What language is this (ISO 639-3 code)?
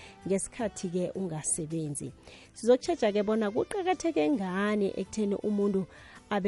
nbl